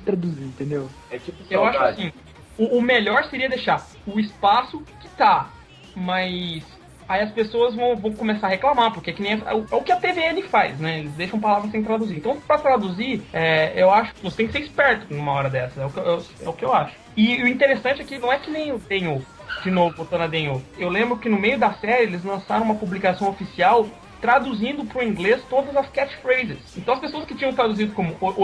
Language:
Portuguese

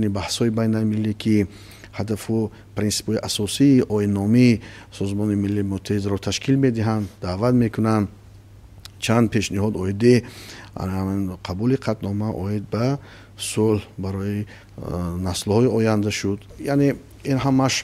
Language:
Tajik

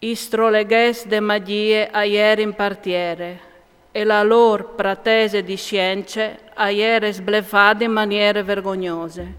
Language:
Friulian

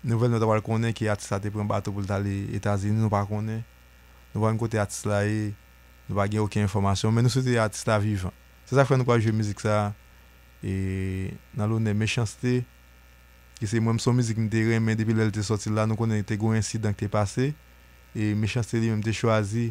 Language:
Haitian Creole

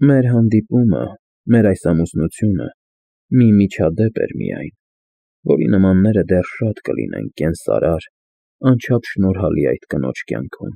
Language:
Armenian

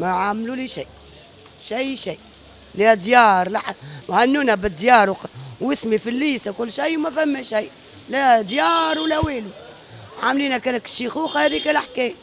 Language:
Tunisian Arabic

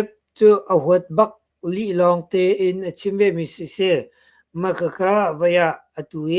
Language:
Hakha Chin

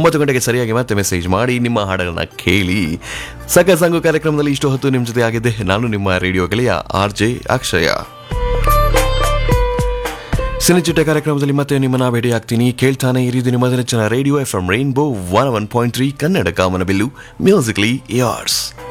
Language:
Kannada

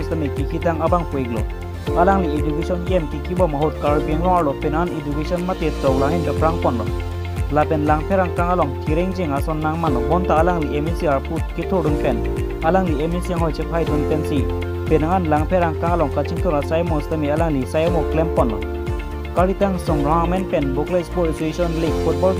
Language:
Karbi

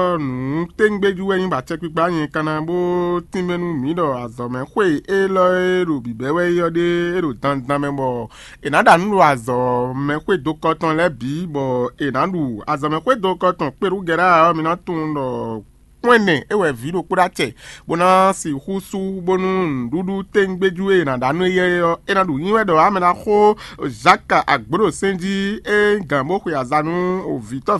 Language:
Fon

